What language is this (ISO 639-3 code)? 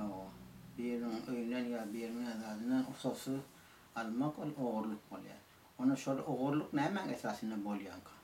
tuk